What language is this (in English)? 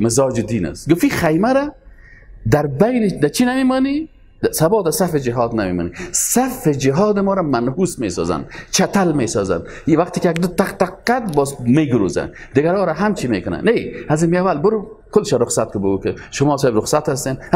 Persian